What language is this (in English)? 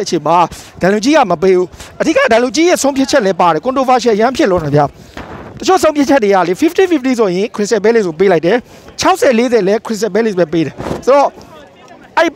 Burmese